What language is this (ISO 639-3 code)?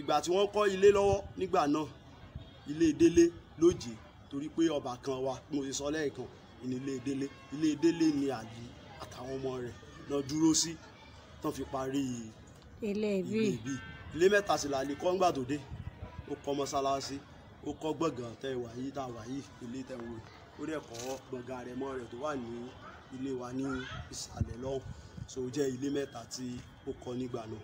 yor